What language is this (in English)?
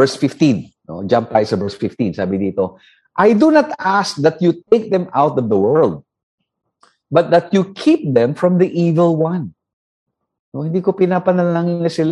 Filipino